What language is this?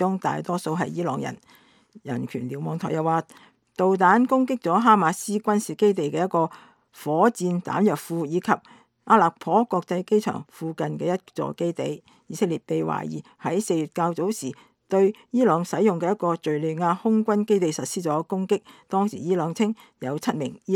Cantonese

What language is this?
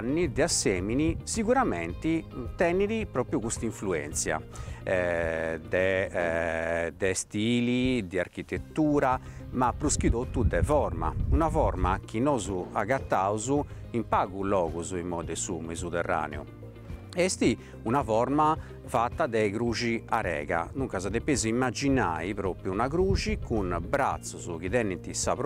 Sardinian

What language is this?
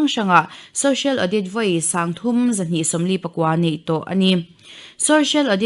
Mizo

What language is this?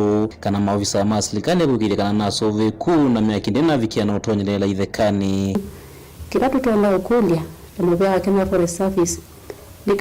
Kamba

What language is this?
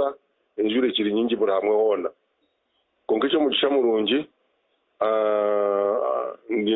Nyankole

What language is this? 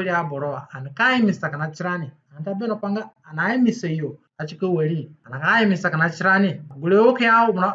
Zande (individual language)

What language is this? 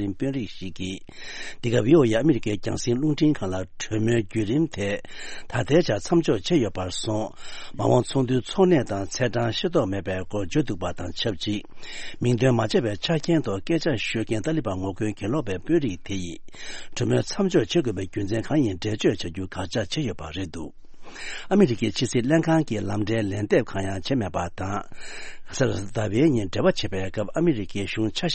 Tibetan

